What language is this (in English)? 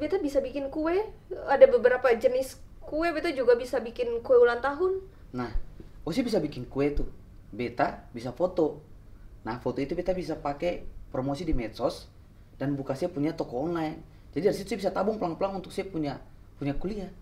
Ambonese Malay